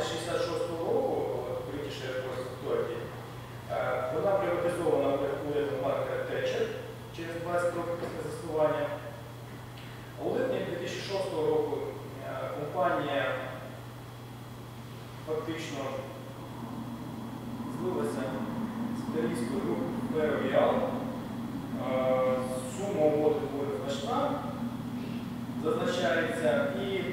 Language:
Ukrainian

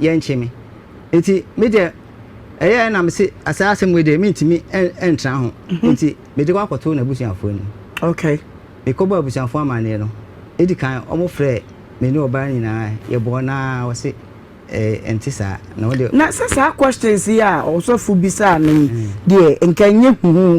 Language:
Akan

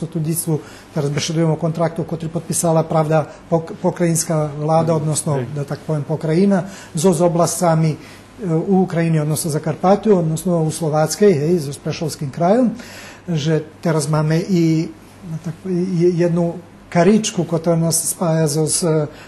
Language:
Rusyn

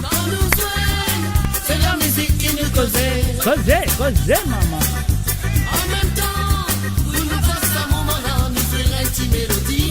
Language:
Morisyen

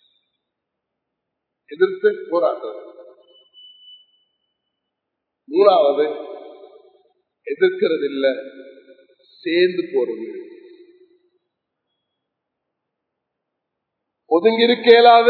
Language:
Tamil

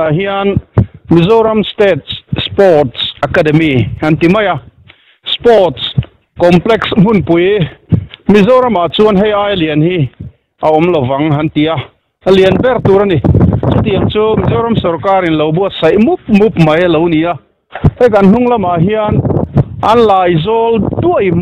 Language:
Mizo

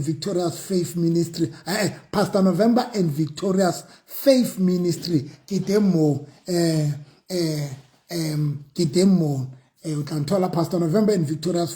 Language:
Southern Sotho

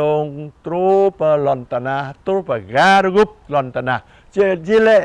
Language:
Jarai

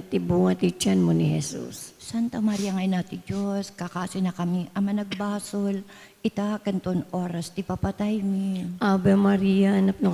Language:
Iloko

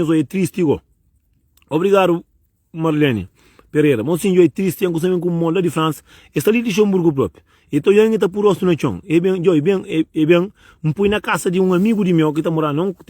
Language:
Kabuverdianu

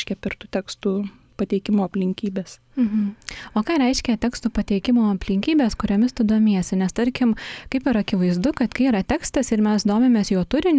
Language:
Lithuanian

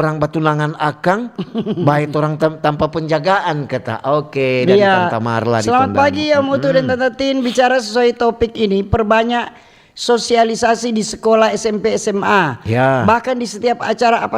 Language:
Manado Malay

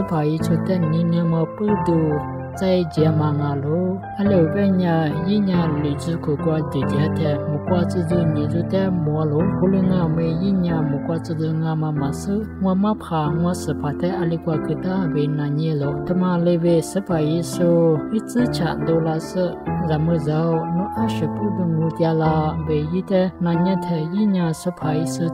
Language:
Lisu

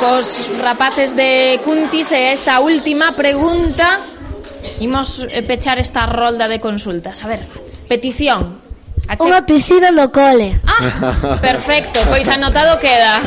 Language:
Galician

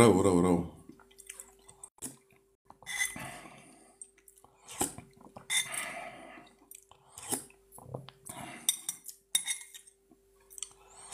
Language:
Romanian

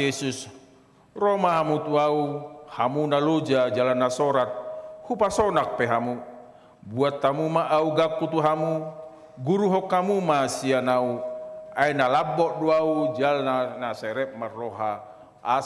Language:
Batak Toba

